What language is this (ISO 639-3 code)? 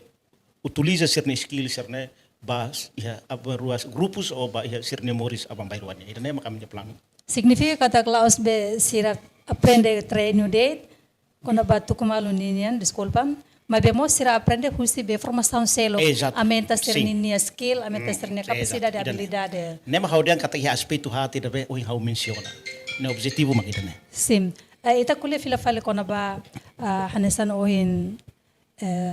tet